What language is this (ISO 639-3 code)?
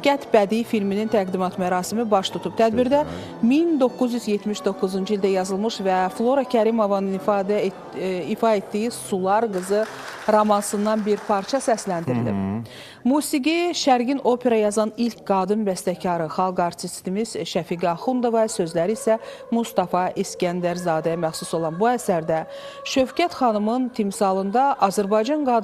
aze